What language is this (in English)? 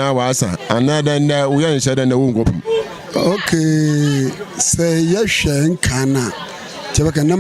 Akan